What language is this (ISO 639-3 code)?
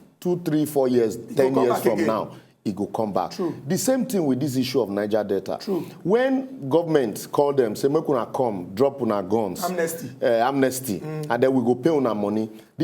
pcm